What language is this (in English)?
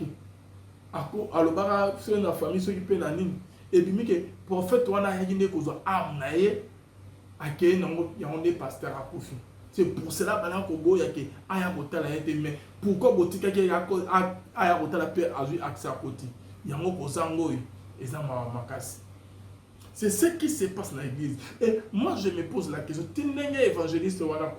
Lingala